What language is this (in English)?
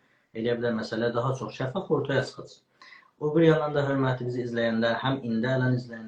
South Azerbaijani